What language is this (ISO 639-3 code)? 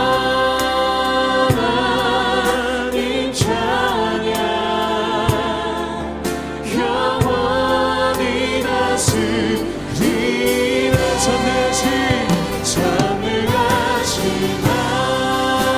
kor